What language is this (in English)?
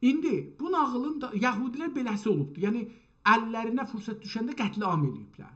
South Azerbaijani